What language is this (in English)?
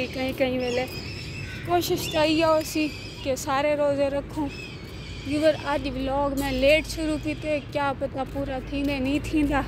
Saraiki